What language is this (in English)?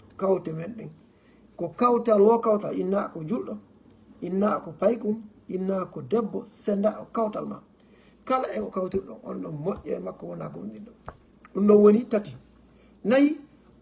Fula